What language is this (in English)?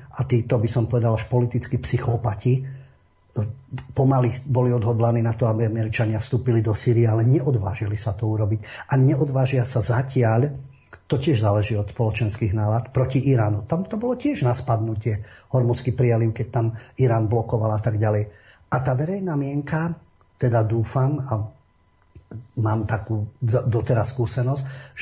Slovak